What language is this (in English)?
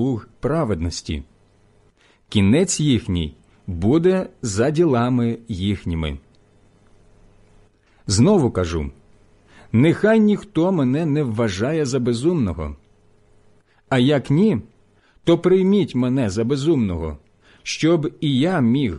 Ukrainian